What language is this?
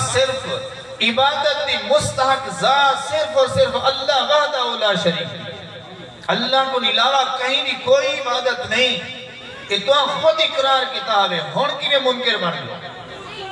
Saraiki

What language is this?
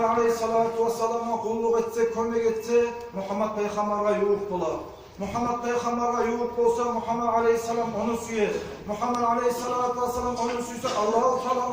Kumyk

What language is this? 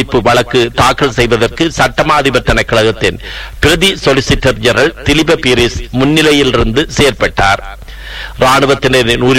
Tamil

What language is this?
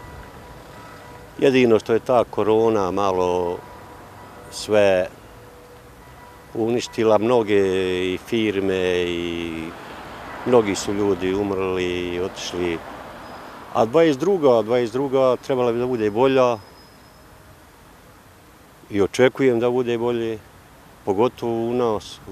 Bosnian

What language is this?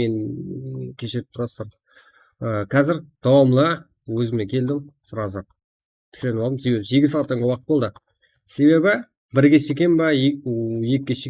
Kara-Kalpak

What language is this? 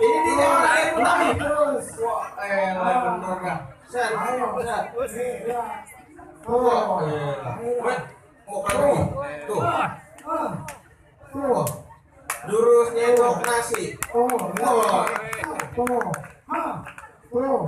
Betawi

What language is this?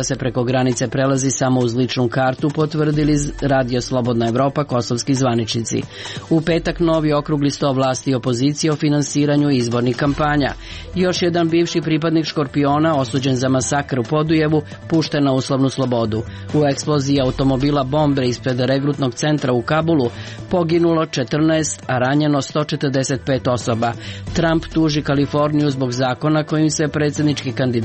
Serbian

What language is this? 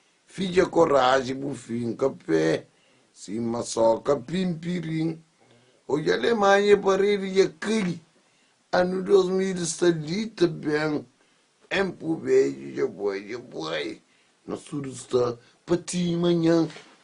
Kabuverdianu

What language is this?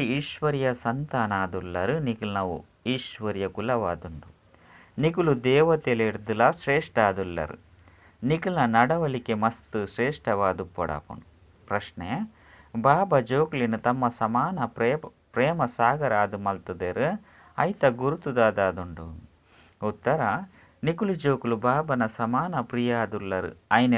Tulu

